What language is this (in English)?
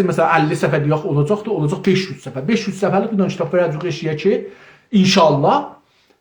South Azerbaijani